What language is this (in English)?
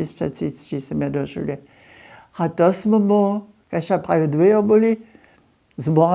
Upper Sorbian